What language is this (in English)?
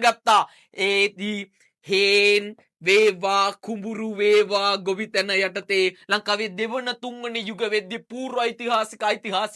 Sinhala